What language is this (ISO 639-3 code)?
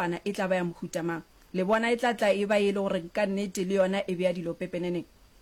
nso